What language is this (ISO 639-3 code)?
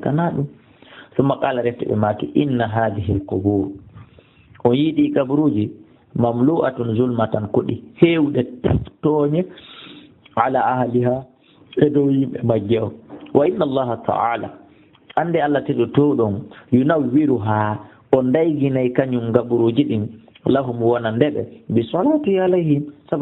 ful